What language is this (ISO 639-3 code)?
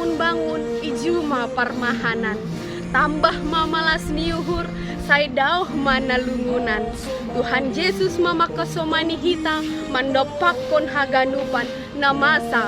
bts